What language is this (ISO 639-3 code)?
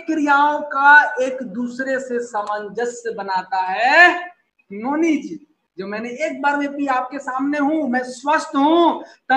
hin